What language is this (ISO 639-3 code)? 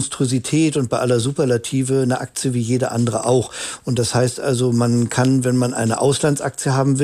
deu